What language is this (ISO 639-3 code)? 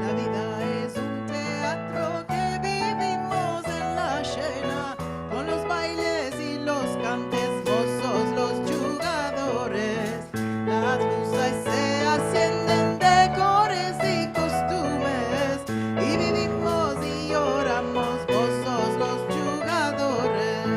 lad